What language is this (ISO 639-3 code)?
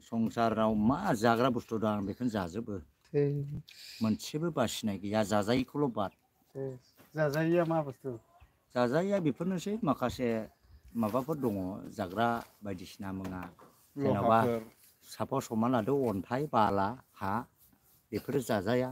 brx